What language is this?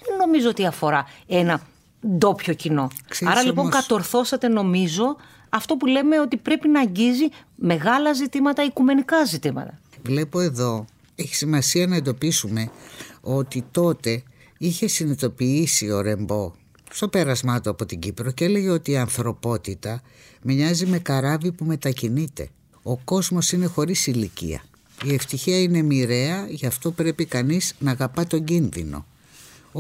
Greek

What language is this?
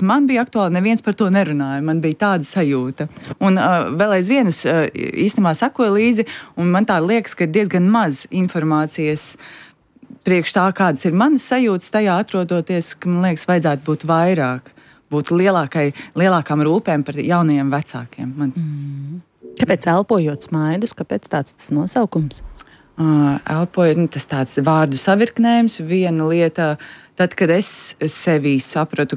Latvian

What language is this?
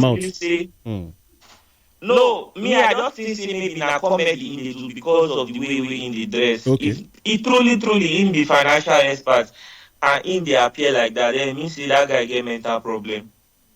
Nigerian Pidgin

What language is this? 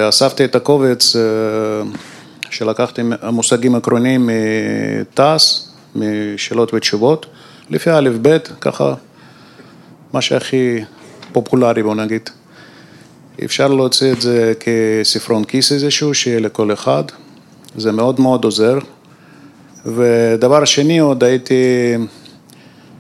Hebrew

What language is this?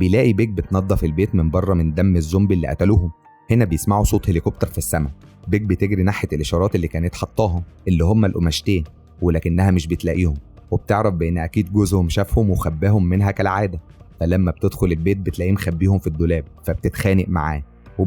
Egyptian Arabic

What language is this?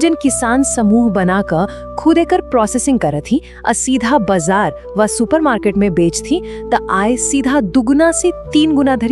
Maithili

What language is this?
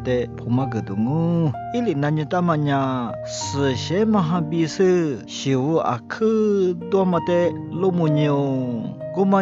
Lisu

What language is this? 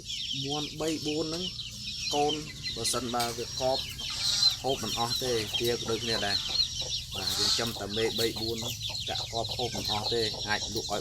Khmer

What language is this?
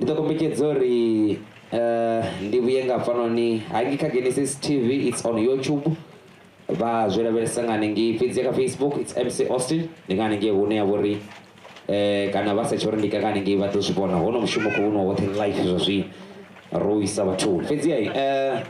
Venda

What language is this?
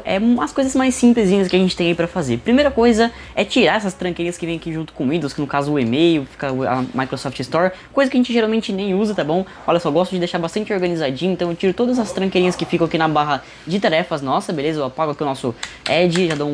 Portuguese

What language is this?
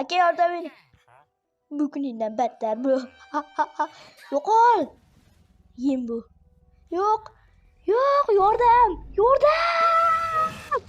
Uzbek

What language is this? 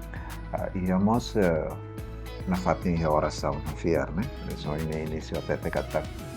Tetum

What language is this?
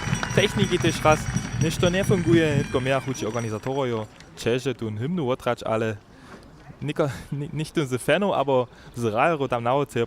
Upper Sorbian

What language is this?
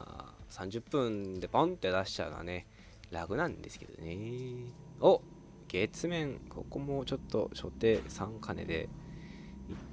Japanese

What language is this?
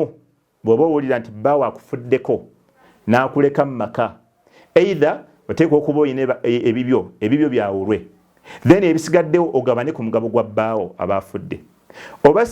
Ganda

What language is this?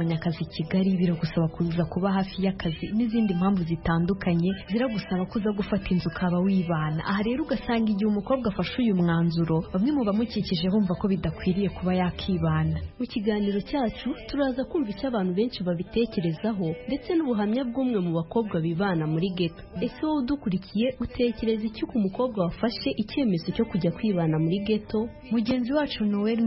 Kinyarwanda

